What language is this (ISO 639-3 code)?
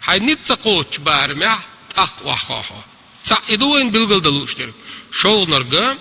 che